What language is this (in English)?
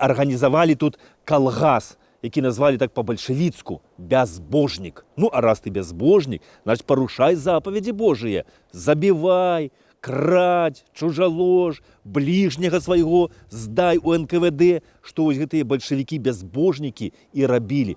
Belarusian